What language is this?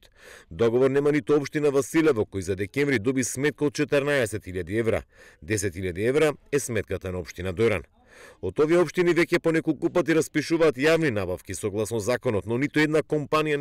Macedonian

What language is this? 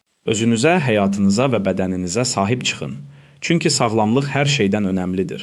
Azerbaijani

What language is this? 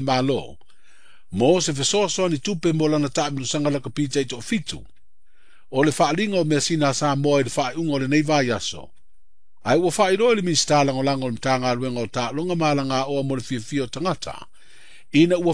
Samoan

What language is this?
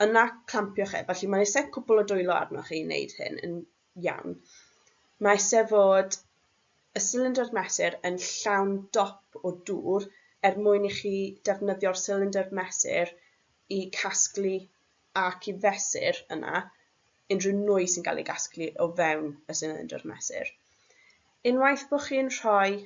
Welsh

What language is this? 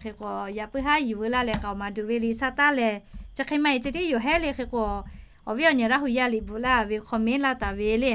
Lahu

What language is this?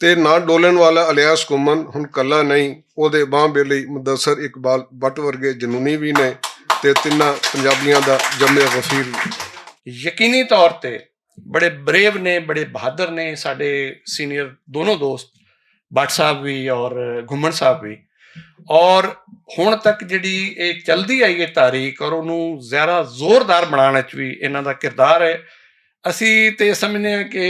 Western Panjabi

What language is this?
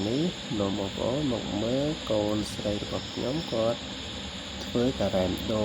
Khmer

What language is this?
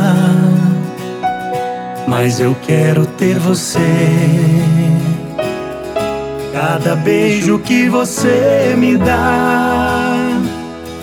Portuguese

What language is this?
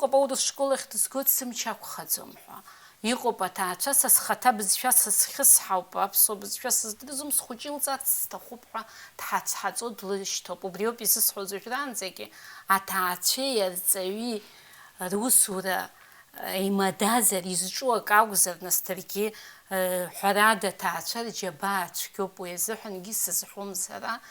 Abkhazian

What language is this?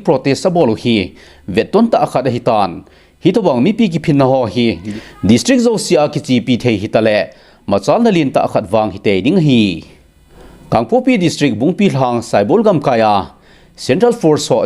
Thado Chin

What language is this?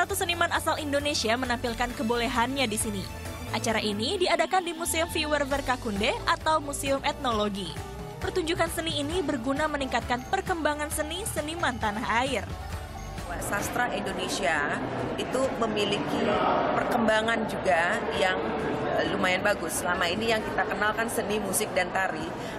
Indonesian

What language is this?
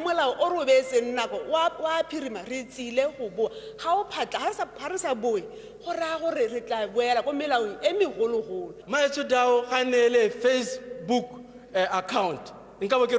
Tswana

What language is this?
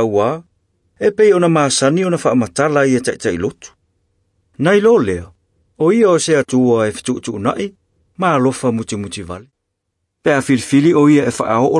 Samoan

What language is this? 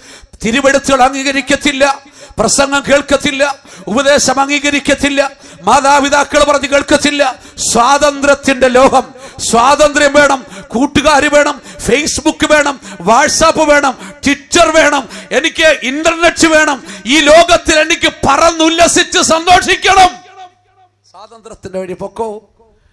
Malayalam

